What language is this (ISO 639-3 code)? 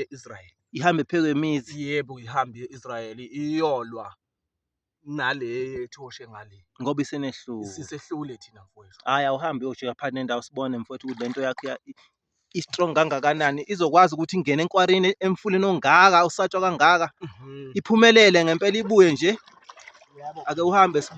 zul